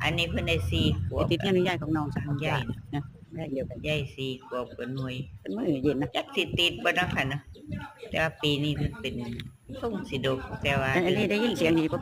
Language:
Northeastern Thai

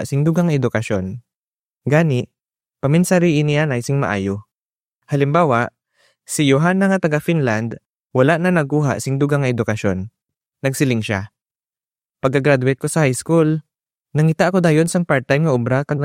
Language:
Hiligaynon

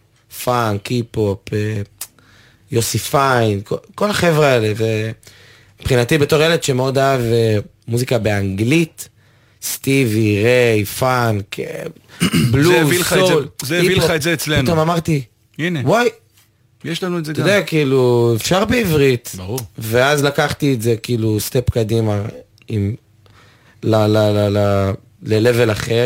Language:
Hebrew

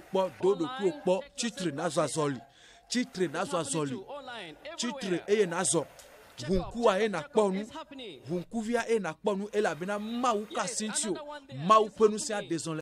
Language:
Ewe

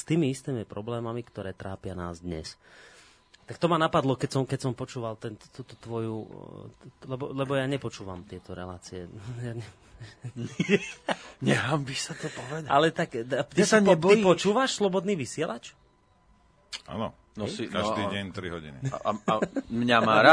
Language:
Slovak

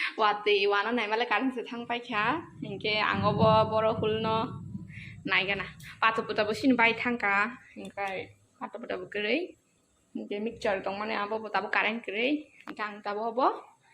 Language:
Kok Borok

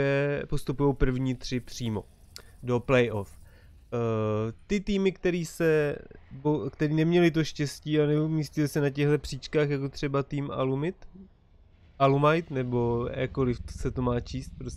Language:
Czech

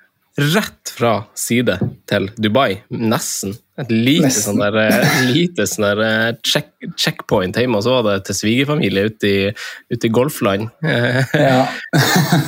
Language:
Norwegian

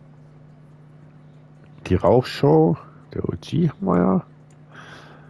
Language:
German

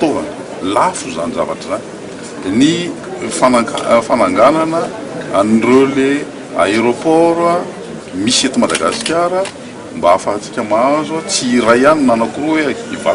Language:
Malagasy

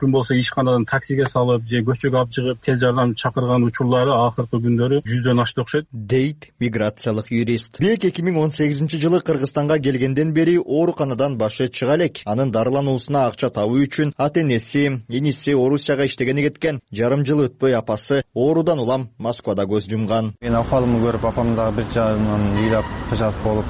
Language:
Kyrgyz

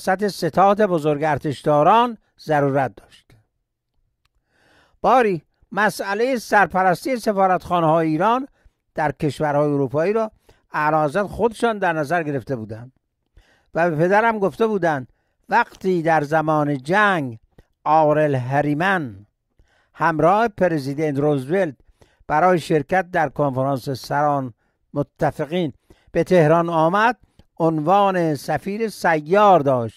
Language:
Persian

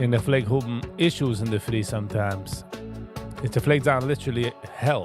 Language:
Yiddish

